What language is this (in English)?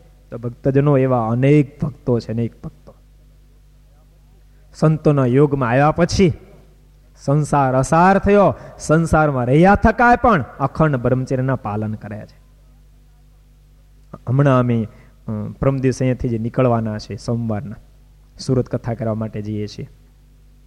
Gujarati